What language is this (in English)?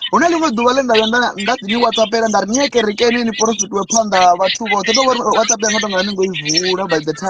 Venda